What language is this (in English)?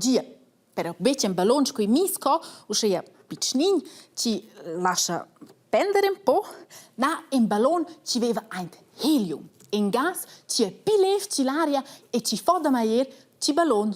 Romansh